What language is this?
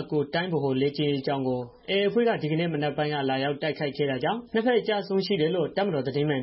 Burmese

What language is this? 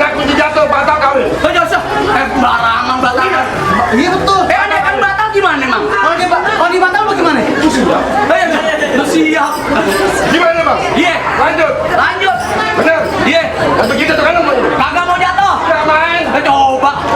Betawi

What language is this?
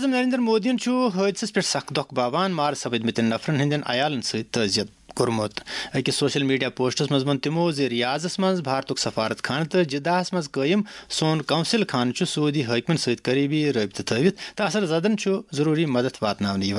Kashmiri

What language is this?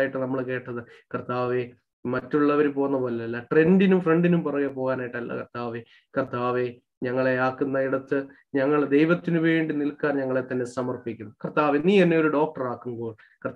Malayalam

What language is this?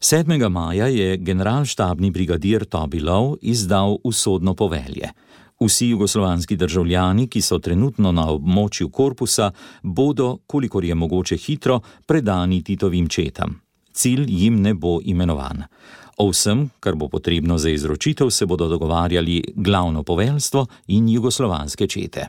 Slovenian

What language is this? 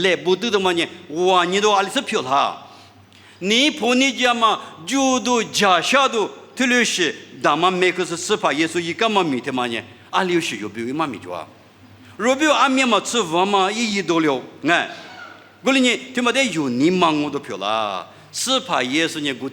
Lisu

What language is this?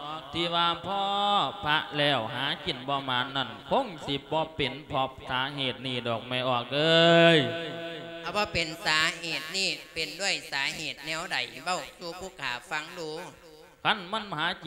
Lao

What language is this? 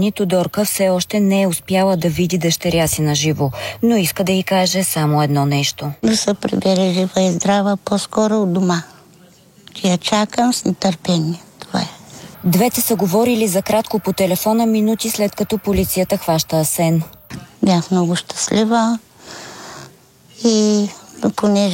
Bulgarian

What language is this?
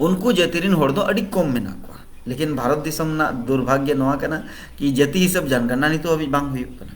Santali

